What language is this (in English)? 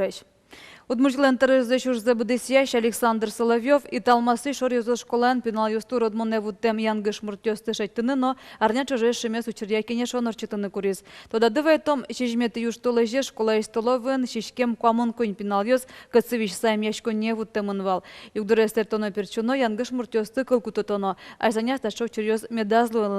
Udmurt